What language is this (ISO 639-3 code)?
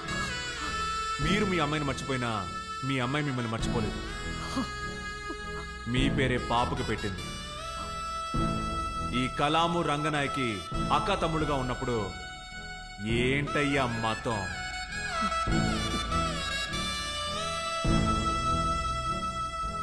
tel